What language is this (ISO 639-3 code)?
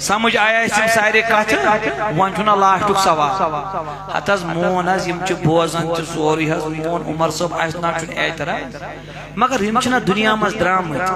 kas